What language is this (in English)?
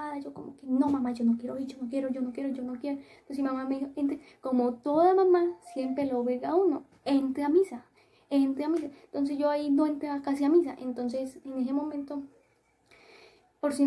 Spanish